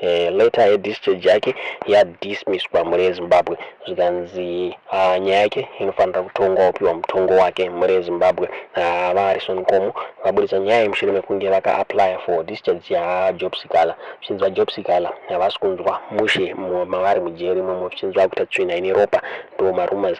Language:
Shona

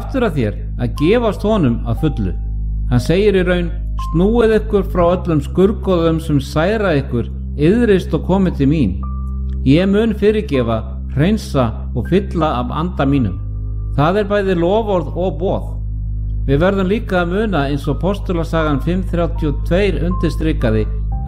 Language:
Icelandic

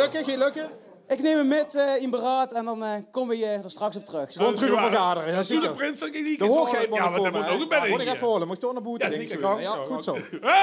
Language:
Limburgish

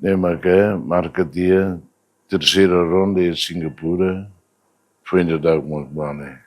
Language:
Tetum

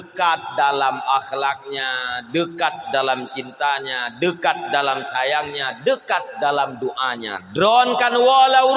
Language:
Achinese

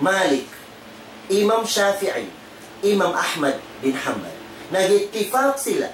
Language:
Tausug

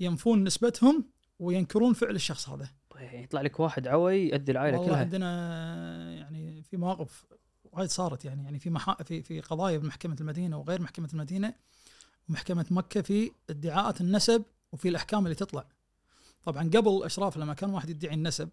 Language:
Najdi Arabic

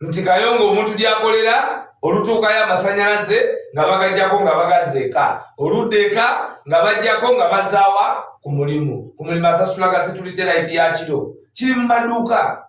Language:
Ganda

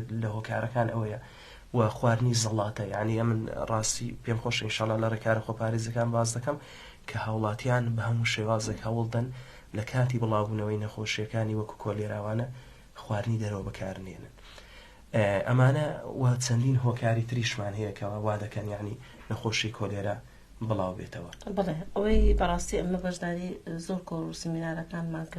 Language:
Central Kurdish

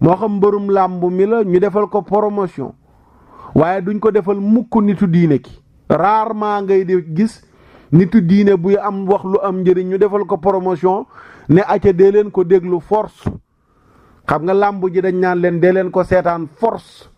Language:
Wolof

